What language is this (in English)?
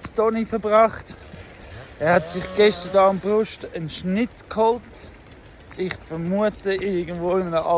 Swiss German